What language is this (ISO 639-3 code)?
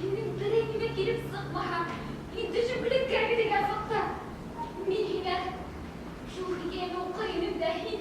bak